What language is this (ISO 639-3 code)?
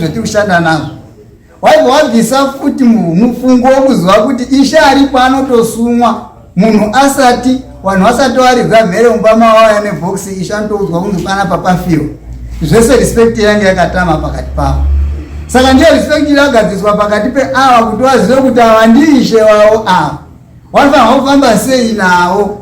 sna